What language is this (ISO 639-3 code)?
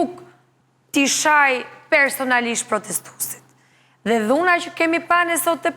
sqi